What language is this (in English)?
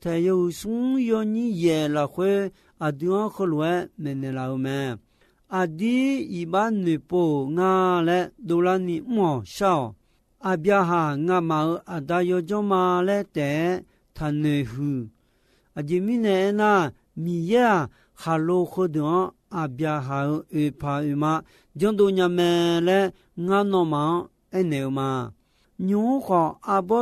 Akha